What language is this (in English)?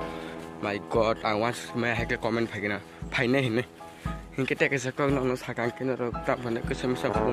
Kok Borok